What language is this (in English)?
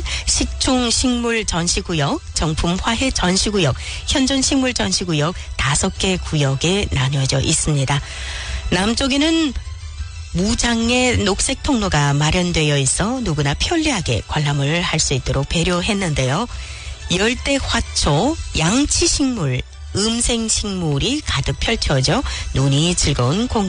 Korean